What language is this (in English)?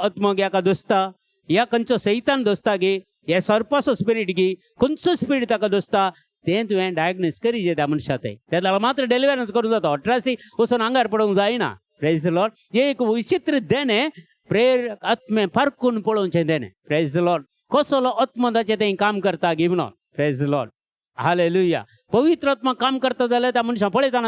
Konkani